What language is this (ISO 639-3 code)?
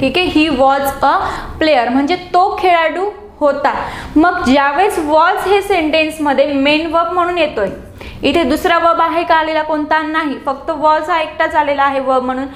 mar